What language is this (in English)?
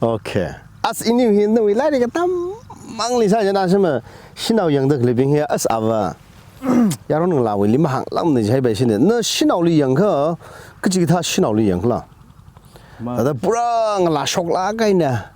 Tangkhul Naga (India)